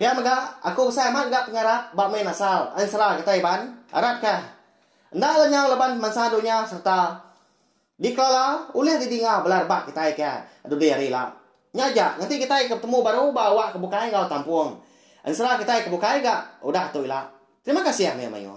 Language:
Iban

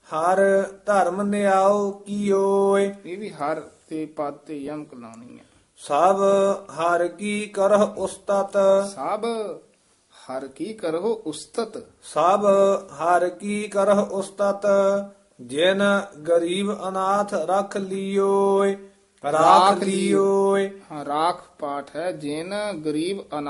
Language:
Punjabi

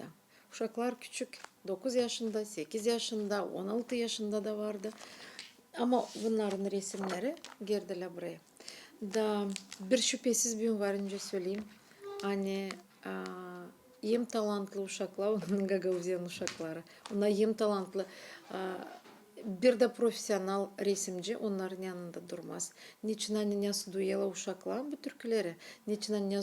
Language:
Gagauz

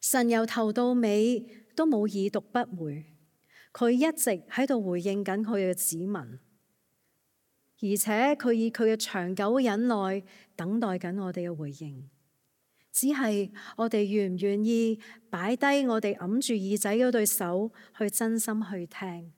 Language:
Cantonese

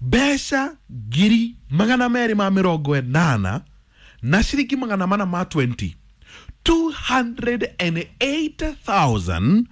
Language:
Kikuyu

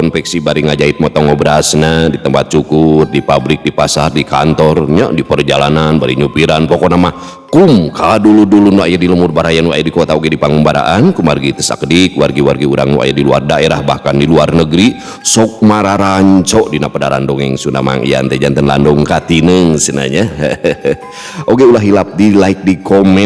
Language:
Sundanese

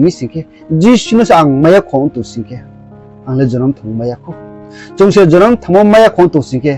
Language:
Riang (India)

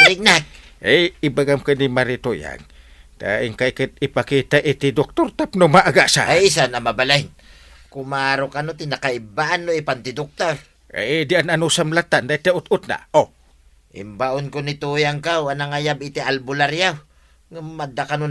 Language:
Iloko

